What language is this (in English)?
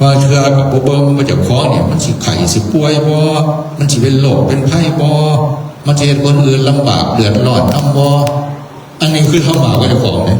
Northeastern Thai